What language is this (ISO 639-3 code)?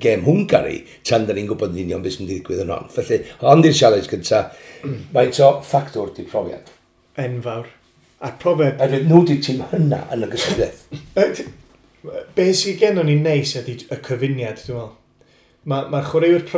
cym